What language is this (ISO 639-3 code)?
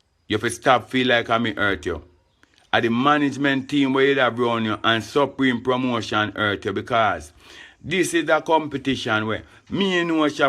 jam